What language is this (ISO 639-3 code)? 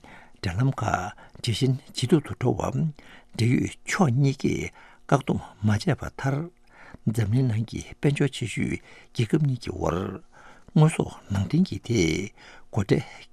bod